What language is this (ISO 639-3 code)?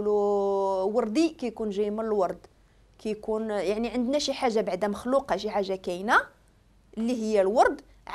ary